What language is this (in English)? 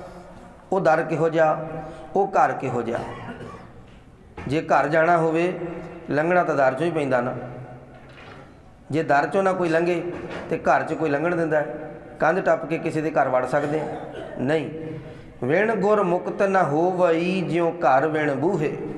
Punjabi